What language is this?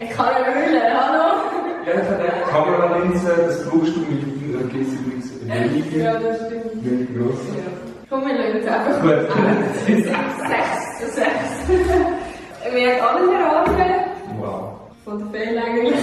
Swiss German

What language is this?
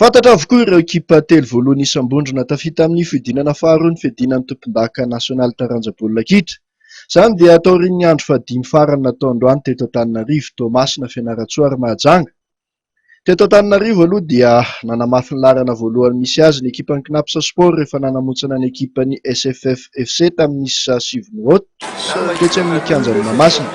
Malagasy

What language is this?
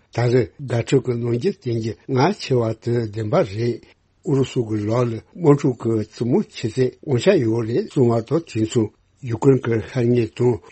Tibetan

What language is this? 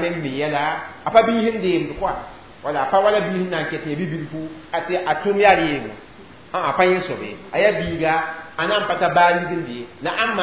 Mossi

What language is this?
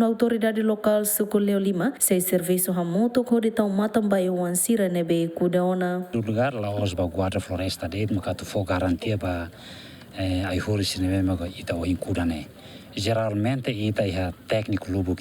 Tetum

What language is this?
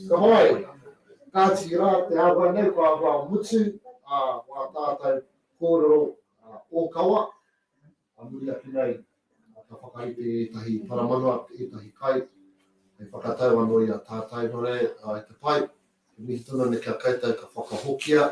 Māori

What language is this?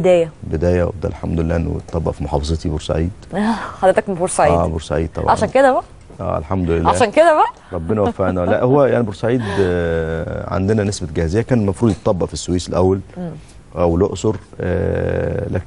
Egyptian Arabic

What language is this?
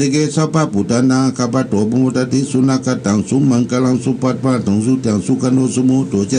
Pali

